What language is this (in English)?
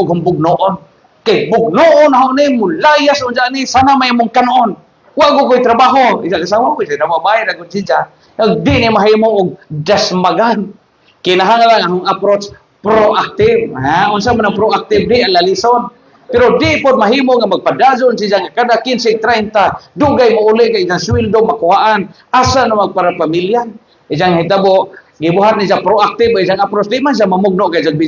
Cebuano